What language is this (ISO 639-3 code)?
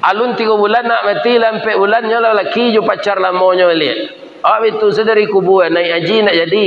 min